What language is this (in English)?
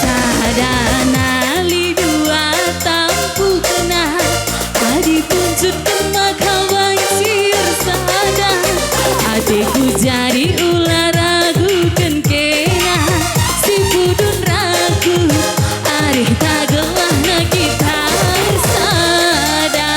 Batak Karo